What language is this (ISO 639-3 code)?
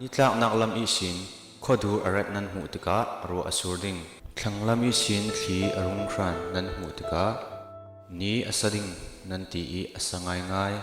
cfm